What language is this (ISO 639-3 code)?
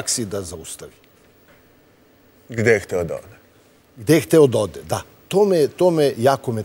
srp